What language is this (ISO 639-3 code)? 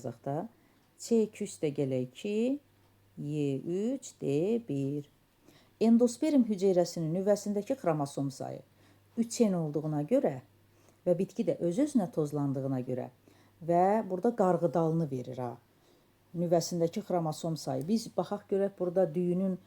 aze